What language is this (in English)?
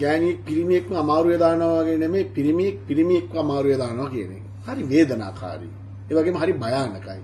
Sinhala